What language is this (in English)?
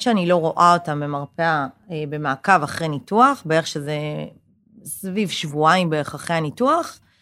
Hebrew